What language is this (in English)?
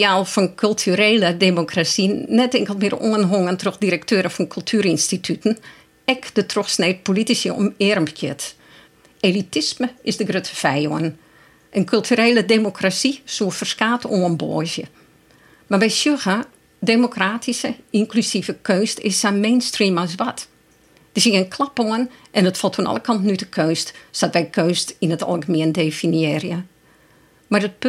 Western Frisian